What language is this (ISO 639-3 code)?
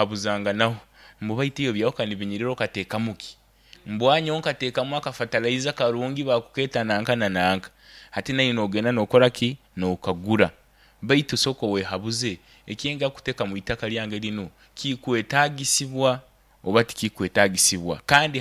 nyo